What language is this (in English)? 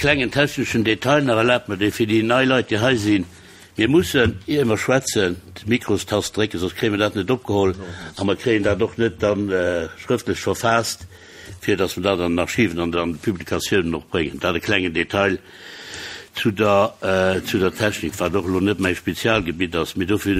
Luxembourgish